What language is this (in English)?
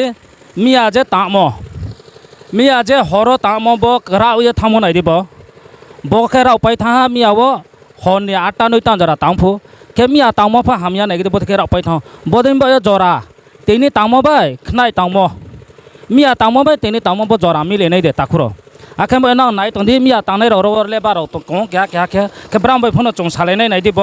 Riang (India)